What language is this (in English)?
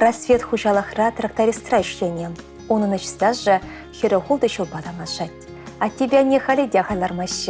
Chuvash